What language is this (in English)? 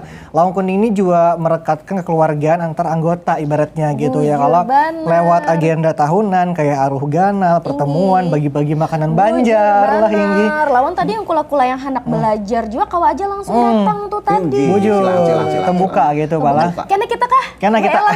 Banjar